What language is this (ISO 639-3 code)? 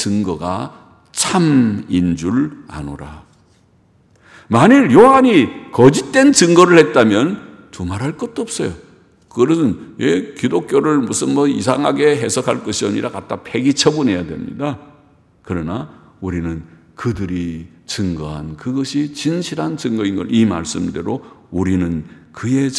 kor